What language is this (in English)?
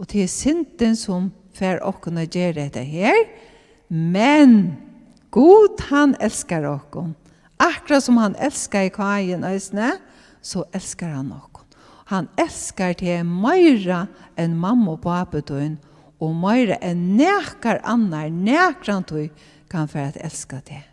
Faroese